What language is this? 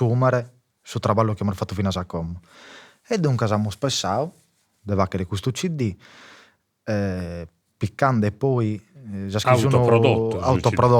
Sardinian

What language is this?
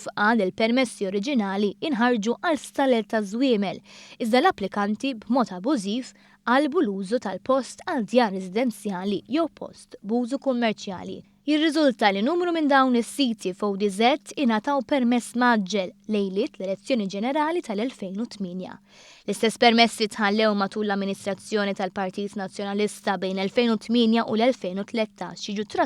Maltese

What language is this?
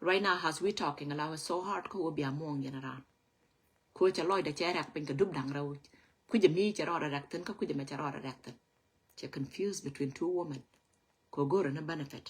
Nuer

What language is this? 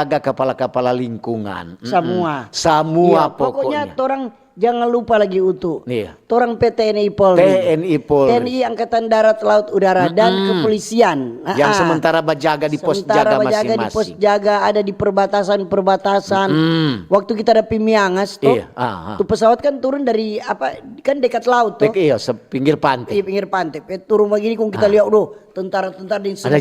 Manado Malay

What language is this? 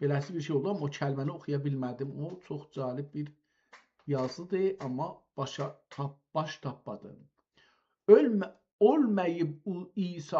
South Azerbaijani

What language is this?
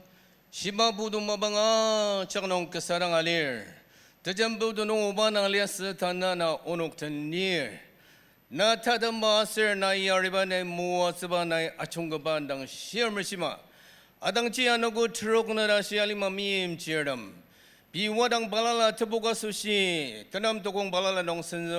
Ao Naga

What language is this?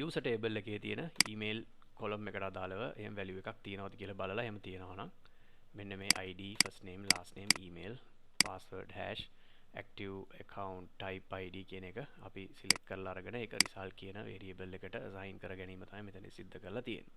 Sinhala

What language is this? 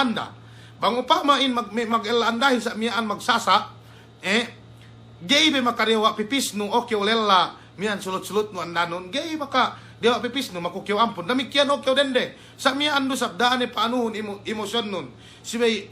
Yakan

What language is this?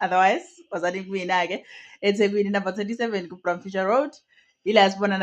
Zulu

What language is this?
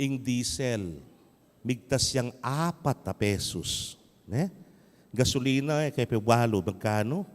Pampanga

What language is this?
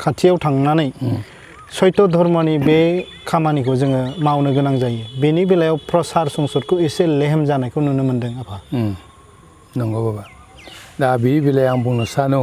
Bodo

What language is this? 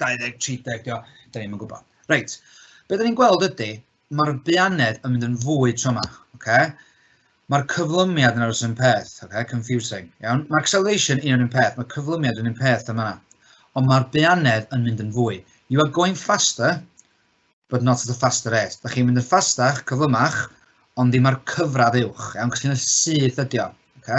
Welsh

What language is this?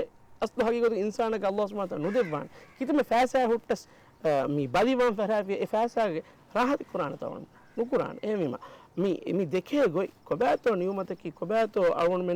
Divehi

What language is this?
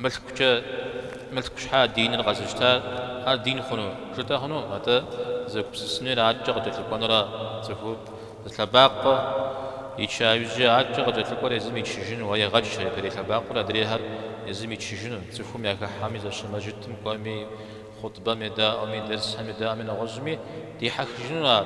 Kabardian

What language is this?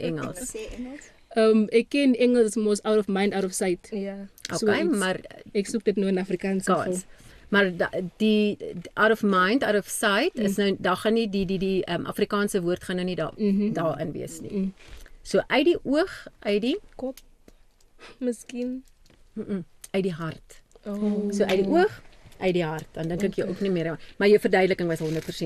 Afrikaans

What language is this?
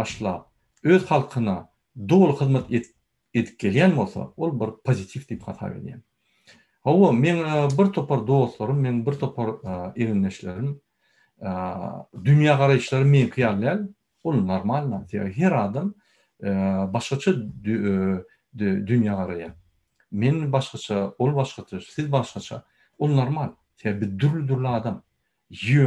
Turkmen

